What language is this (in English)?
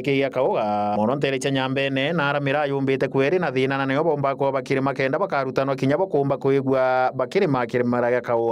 Meru